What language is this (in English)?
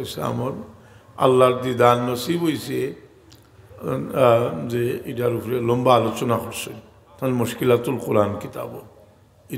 Sylheti